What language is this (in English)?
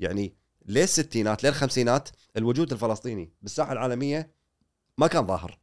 Gulf Arabic